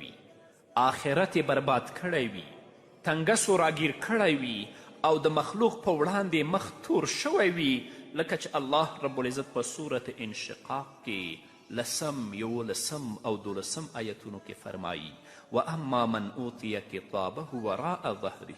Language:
Pashto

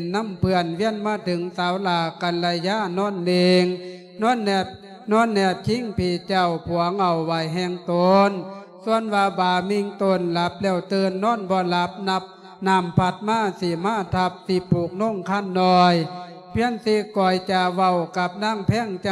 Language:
Lao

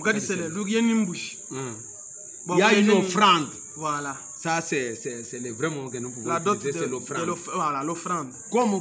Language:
Luba-Lulua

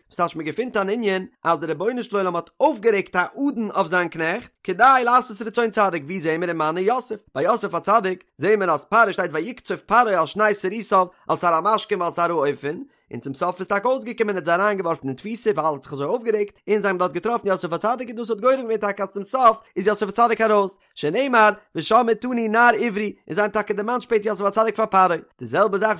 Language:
Yiddish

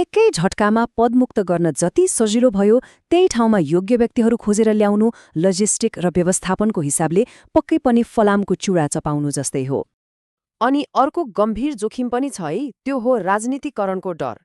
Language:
Nepali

